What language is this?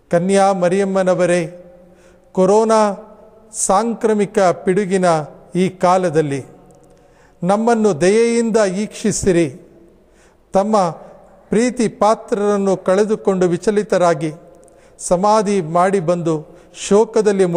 Kannada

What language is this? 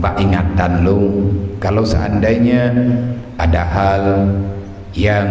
Achinese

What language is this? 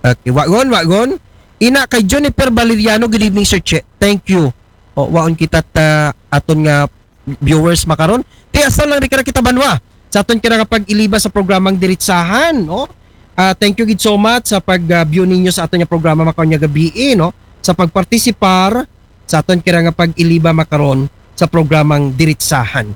Aklanon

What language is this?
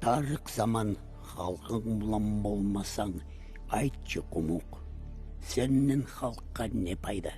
Kumyk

